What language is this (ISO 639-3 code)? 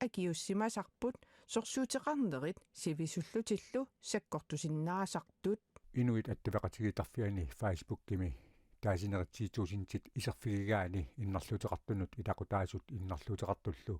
kal